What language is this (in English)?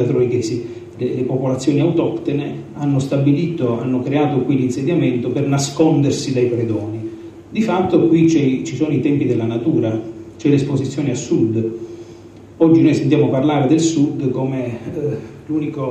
Italian